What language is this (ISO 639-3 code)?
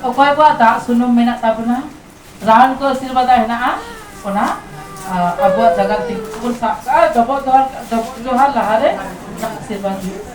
sat